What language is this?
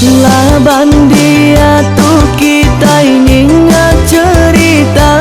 Iban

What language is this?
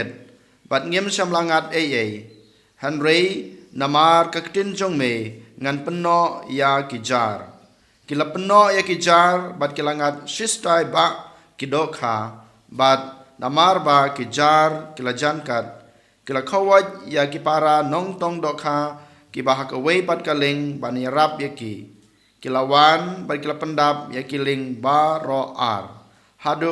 Khasi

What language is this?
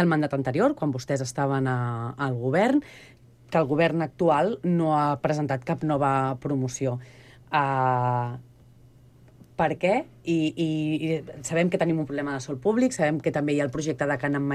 Catalan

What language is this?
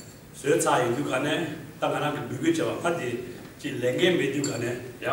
Tibetan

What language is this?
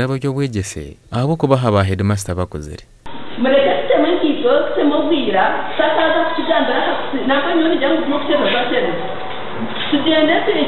Nyankole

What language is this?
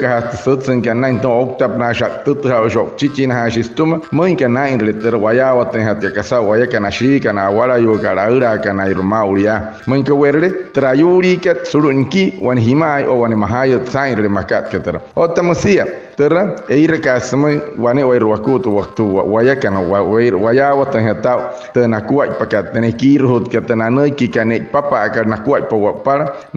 Wayuu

